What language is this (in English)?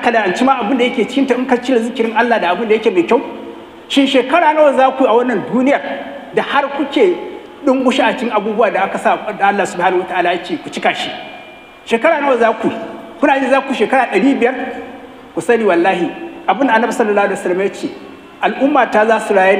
Hausa